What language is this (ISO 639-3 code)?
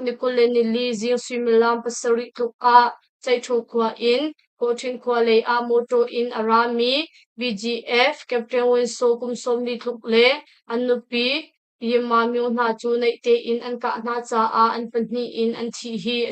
cnh